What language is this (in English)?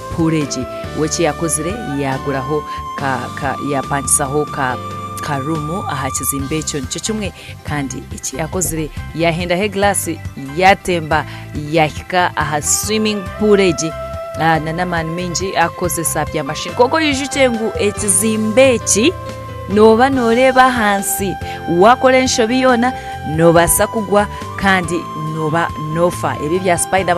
Nyankole